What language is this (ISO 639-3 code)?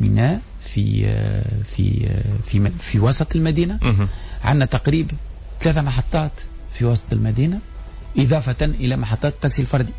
aeb